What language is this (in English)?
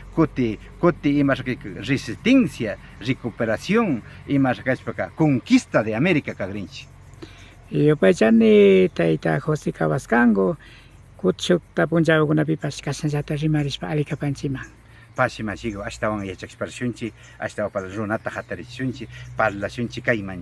Imbabura Highland Quichua